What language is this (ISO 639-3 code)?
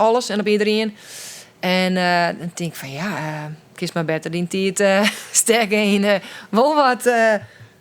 fry